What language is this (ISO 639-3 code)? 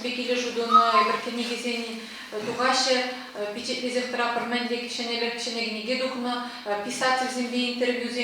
chv